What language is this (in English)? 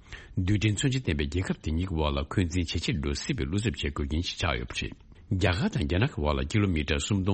Tibetan